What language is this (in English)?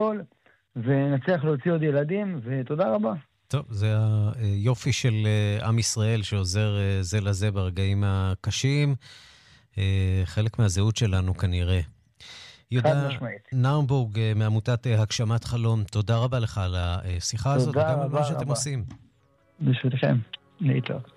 Hebrew